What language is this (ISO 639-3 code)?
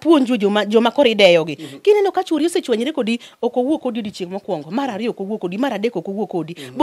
luo